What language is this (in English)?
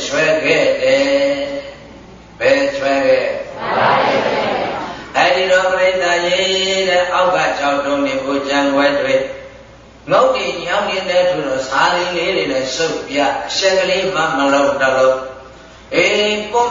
Burmese